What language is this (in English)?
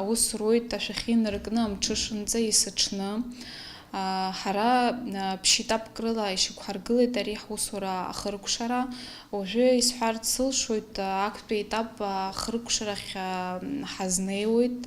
Abkhazian